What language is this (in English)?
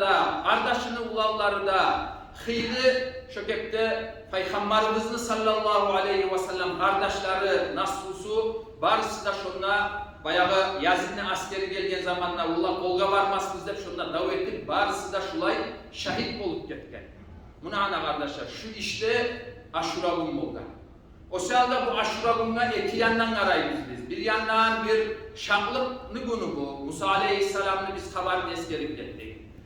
Kumyk